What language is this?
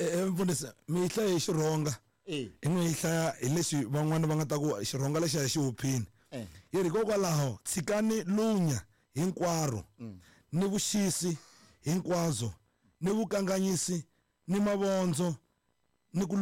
Tsonga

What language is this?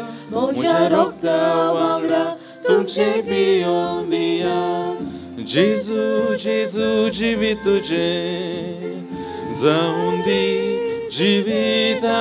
Konkani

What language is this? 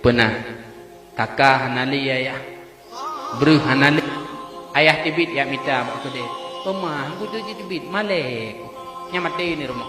Achinese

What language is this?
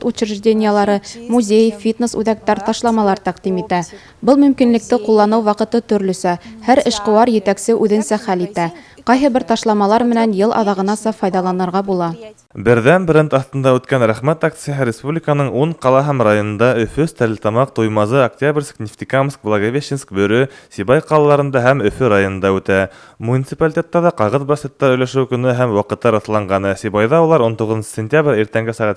Bashkir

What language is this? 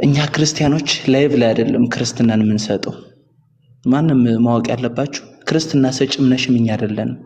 Amharic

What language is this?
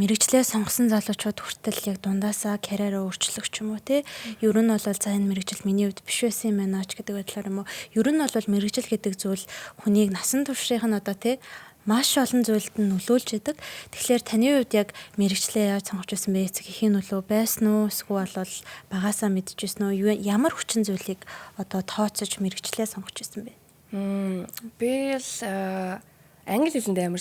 Mongolian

